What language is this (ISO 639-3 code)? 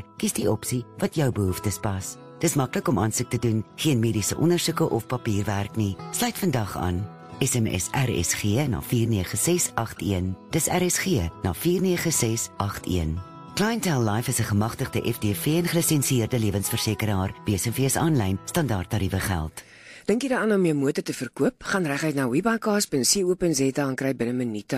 afr